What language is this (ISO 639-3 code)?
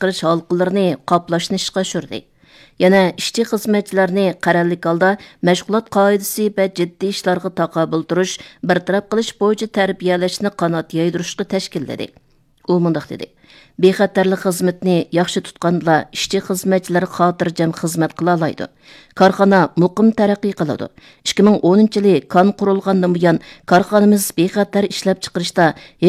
uig